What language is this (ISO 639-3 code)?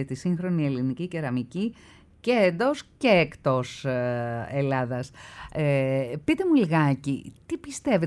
ell